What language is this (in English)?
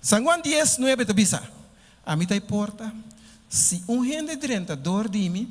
Papiamento